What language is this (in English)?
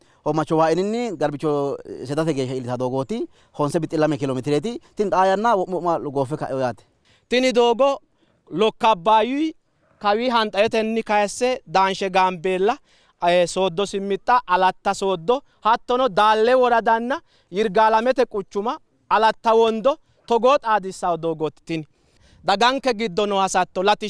Sidamo